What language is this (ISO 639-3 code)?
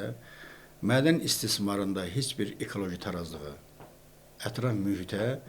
aze